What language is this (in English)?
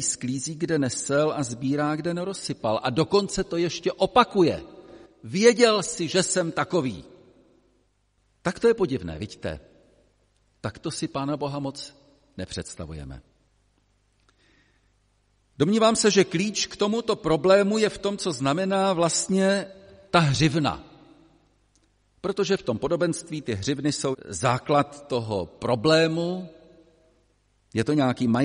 Czech